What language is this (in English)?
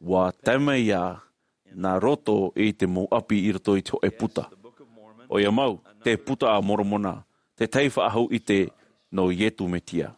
Tahitian